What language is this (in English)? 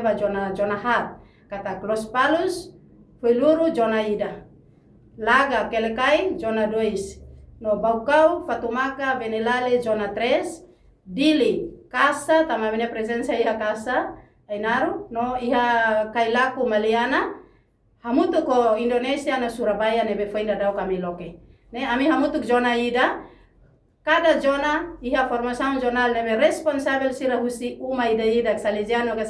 Tetum